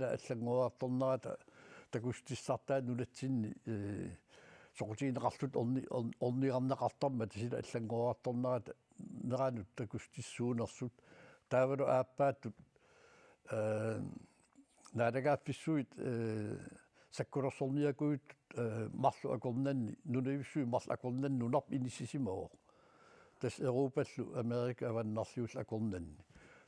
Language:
Kalaallisut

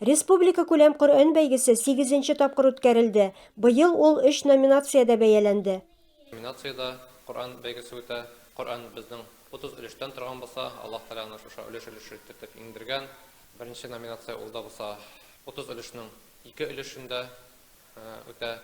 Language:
Tatar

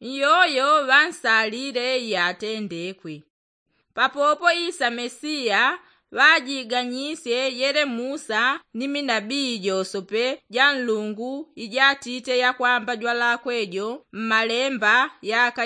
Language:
Yao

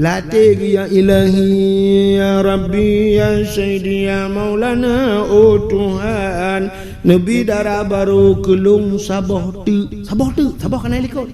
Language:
Achinese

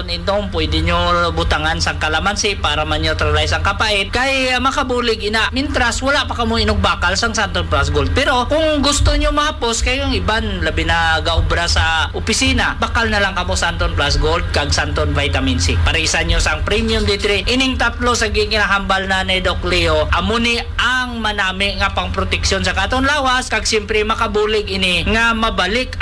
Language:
Hiligaynon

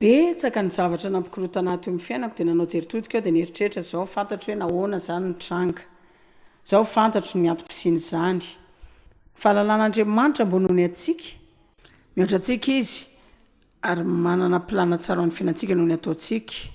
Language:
Malagasy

